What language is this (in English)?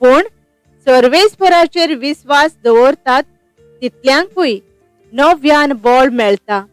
Konkani